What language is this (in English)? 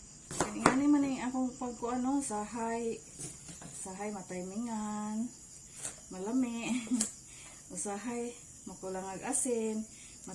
Cebuano